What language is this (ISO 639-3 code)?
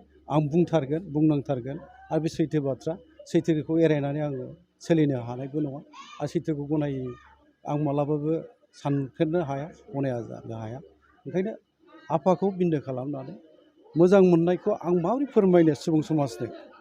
brx